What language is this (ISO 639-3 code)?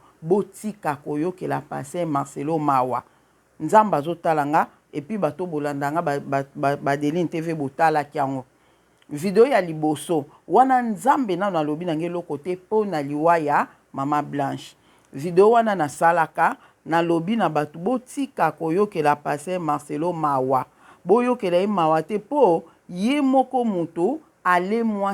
lin